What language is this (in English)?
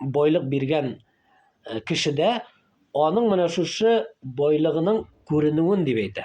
Tatar